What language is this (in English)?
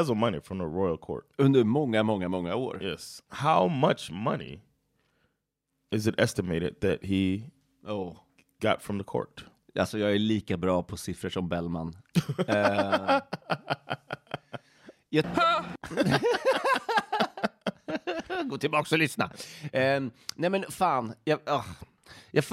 Swedish